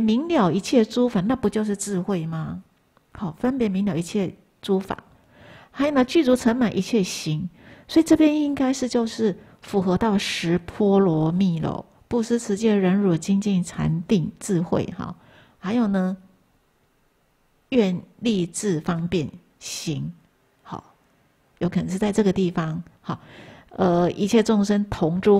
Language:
Chinese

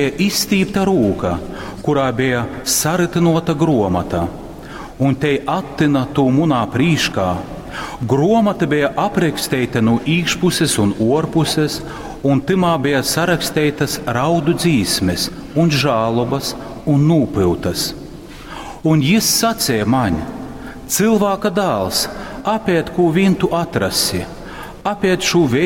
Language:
Latgalian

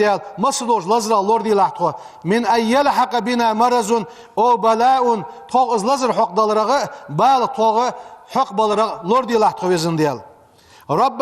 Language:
Ingush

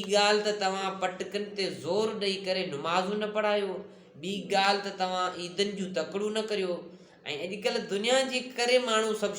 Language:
Sindhi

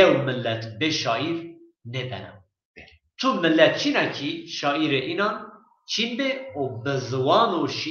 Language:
Zaza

